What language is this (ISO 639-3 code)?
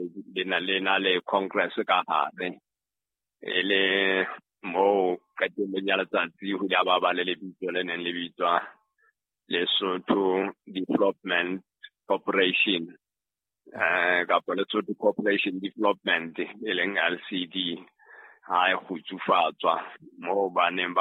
sot